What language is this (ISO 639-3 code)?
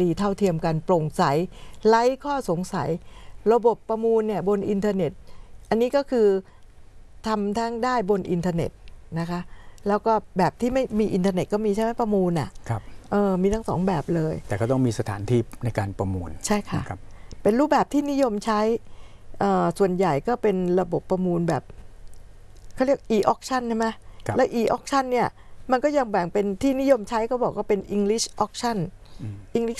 tha